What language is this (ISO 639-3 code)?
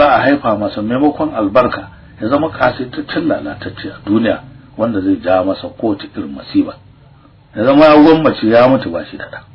hau